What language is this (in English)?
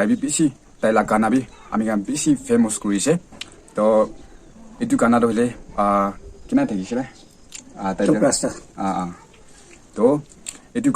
Naga Pidgin